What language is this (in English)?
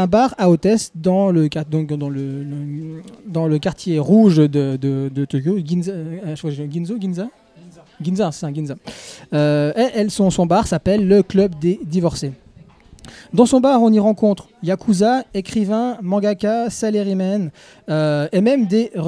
French